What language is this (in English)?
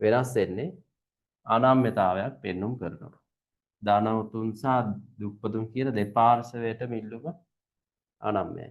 Sinhala